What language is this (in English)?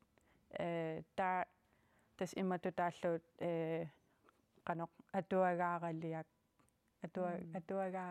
Kalaallisut